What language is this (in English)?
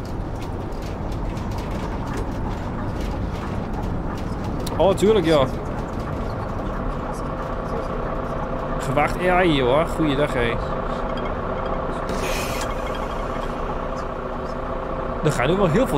Dutch